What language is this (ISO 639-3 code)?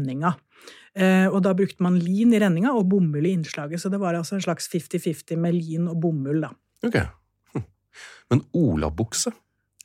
nor